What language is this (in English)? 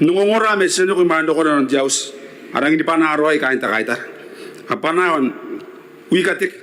Gilbertese